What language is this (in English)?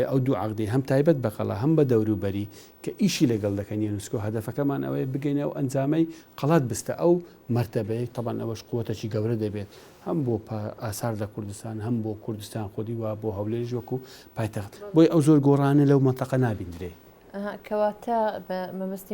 Central Kurdish